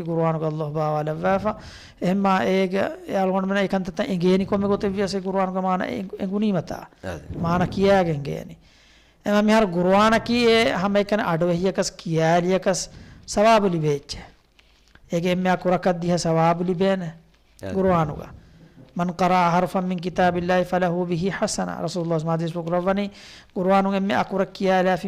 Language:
Divehi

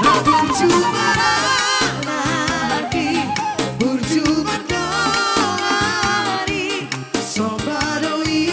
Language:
Batak Toba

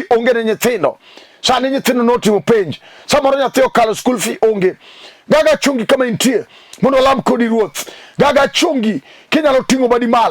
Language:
Luo (Kenya and Tanzania)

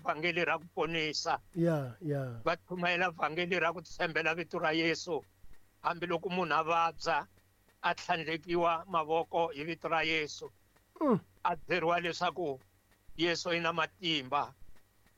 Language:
Tsonga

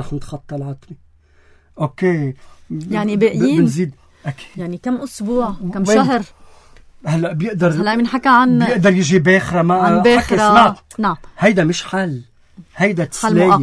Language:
North Levantine Arabic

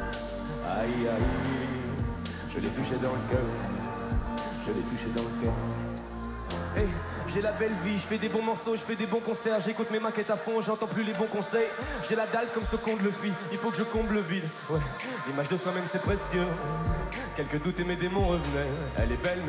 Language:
French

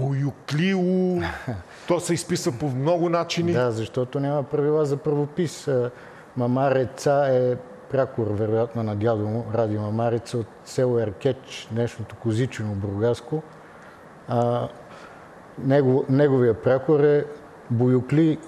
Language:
Bulgarian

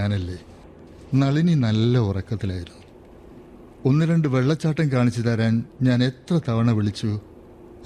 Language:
Malayalam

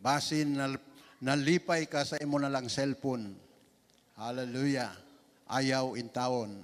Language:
Cebuano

